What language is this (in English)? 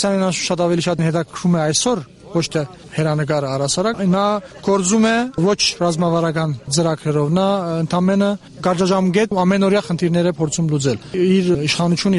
Armenian